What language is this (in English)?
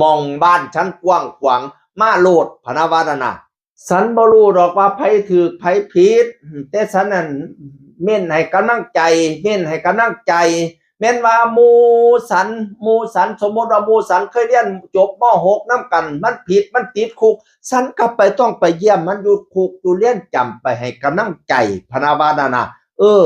Northeastern Thai